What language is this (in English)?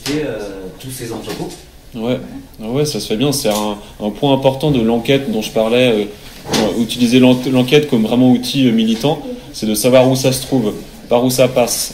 French